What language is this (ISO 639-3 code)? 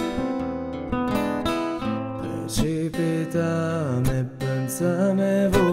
ita